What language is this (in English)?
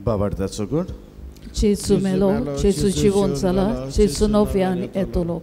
Konkani